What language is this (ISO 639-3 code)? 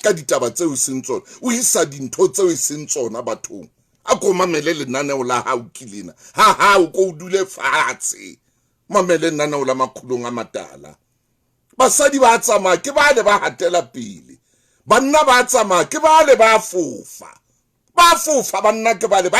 sot